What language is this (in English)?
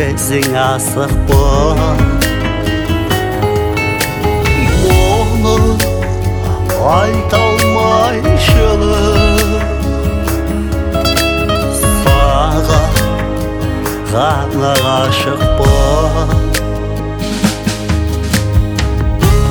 Kazakh